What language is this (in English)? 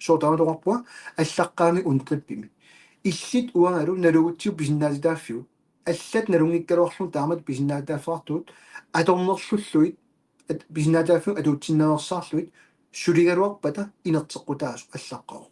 Kalaallisut